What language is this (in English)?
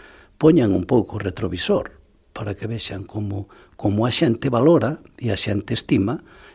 Galician